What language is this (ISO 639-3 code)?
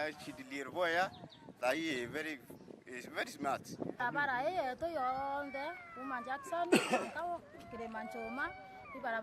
mer